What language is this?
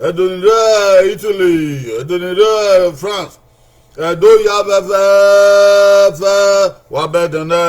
Bini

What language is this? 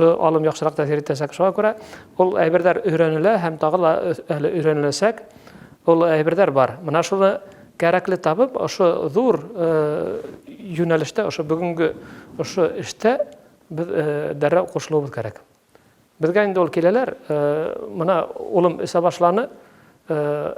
Bashkir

